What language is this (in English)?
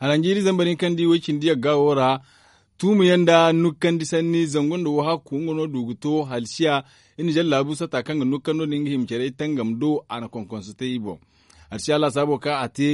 Zarma